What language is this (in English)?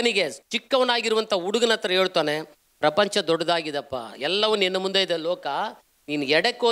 Kannada